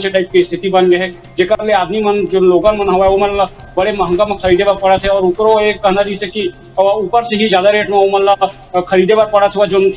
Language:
Chhattisgarhi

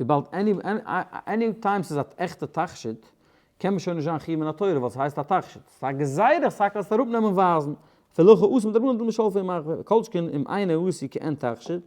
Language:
Yiddish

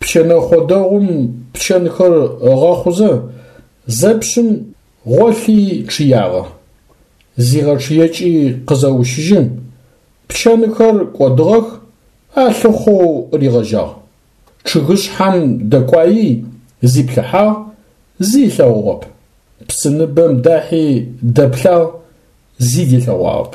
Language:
Adyghe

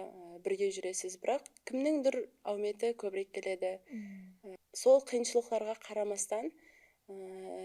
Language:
Kara-Kalpak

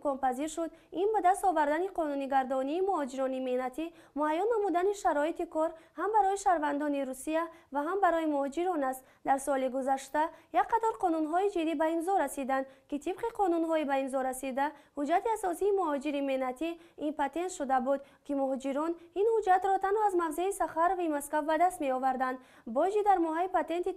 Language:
Tajik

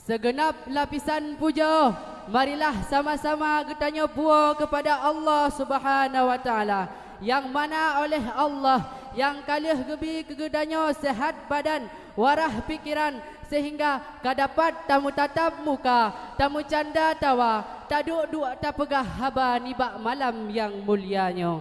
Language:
Achinese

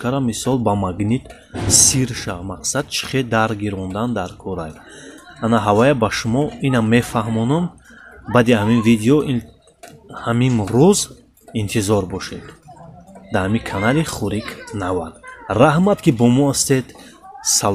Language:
Tajik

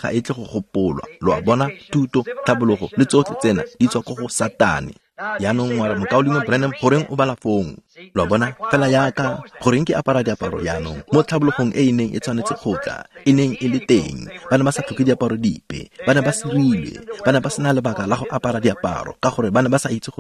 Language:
Tswana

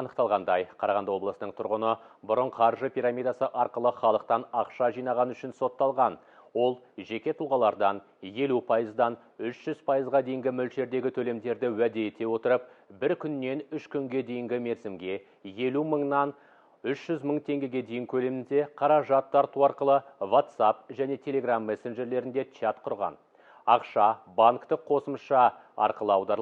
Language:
Kazakh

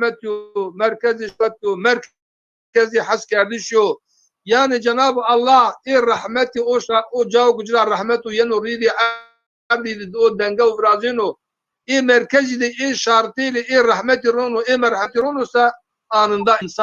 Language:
Zaza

